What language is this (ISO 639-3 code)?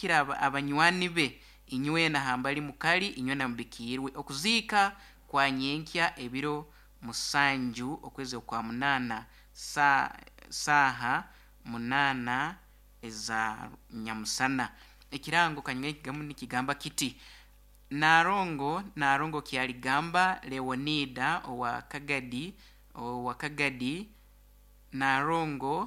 nyn